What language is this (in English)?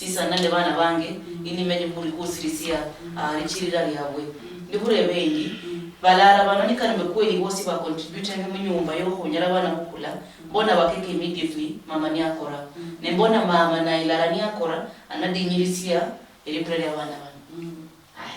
Luyia